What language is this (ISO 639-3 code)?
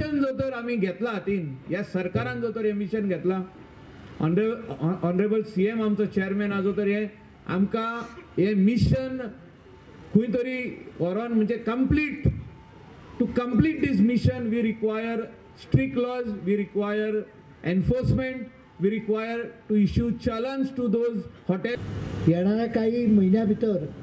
kok